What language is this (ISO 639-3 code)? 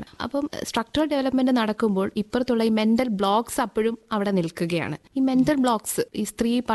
mal